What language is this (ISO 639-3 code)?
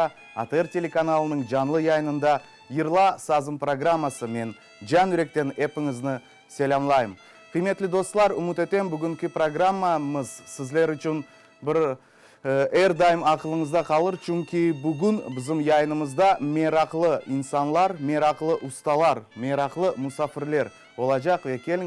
crh